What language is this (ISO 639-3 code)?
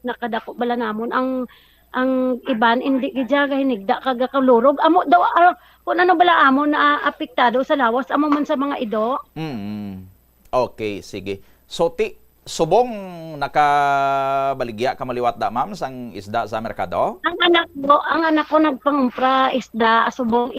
hil